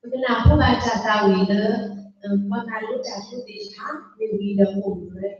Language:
S'gaw Karen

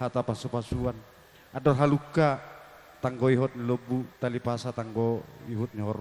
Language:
Batak Toba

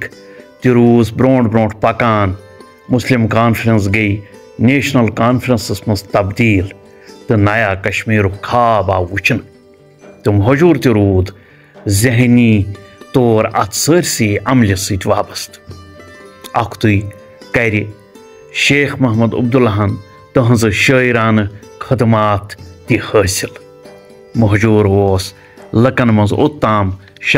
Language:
Kashmiri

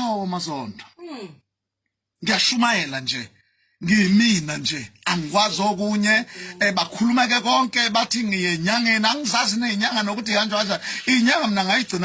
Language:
Zulu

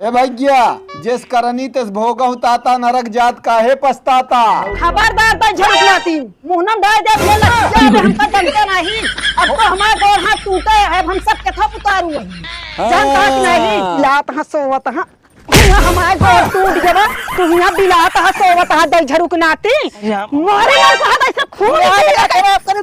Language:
Awadhi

